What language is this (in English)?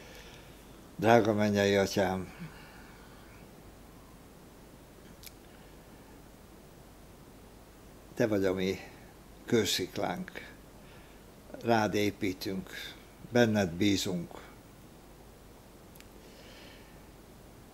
Hungarian